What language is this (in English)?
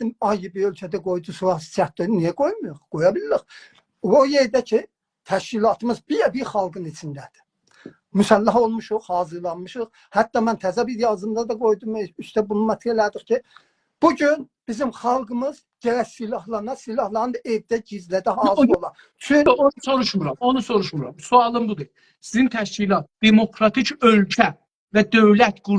South Azerbaijani